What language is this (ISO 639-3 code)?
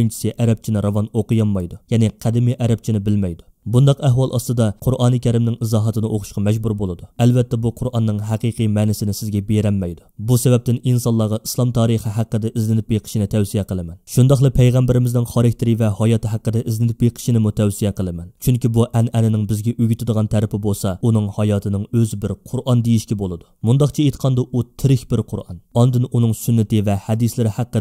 uig